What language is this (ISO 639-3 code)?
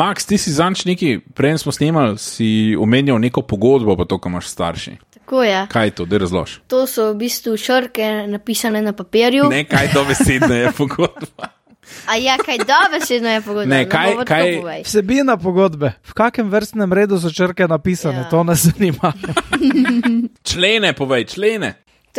slv